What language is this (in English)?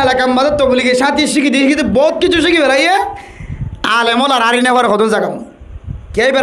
Rohingya